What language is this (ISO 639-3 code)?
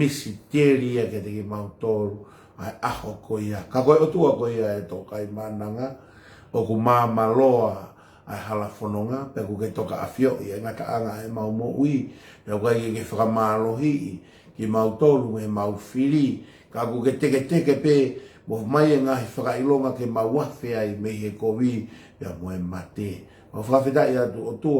ton